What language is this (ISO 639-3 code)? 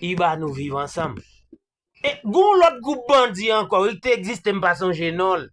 hat